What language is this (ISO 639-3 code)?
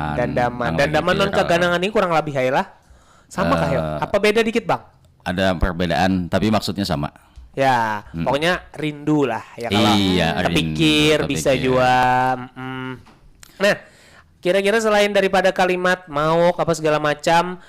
bjn